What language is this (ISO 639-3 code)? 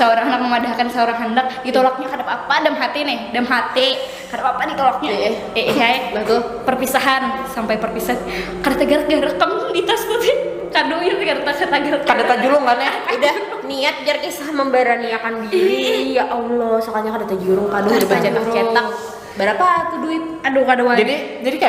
bjn